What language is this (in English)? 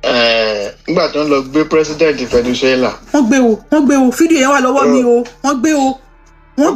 Yoruba